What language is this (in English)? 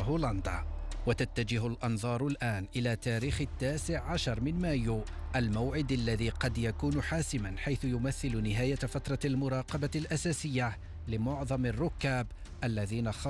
Arabic